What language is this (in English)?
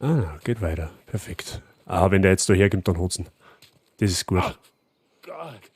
Bavarian